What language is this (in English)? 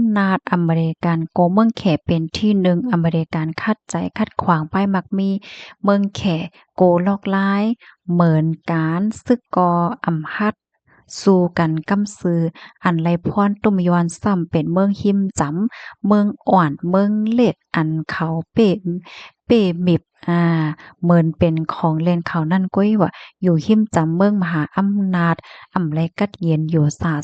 Shan